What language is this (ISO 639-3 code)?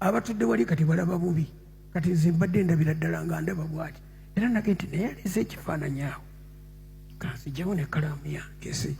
lug